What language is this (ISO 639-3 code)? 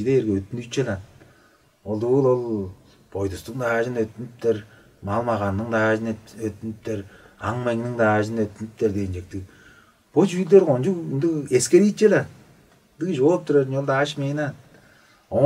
tyv